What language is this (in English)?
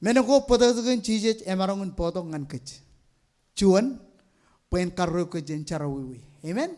Marshallese